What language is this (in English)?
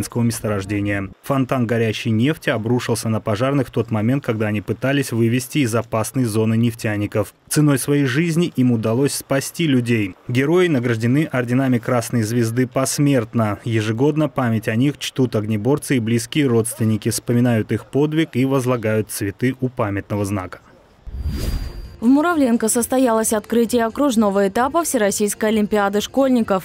Russian